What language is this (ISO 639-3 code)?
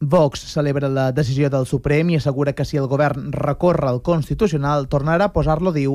cat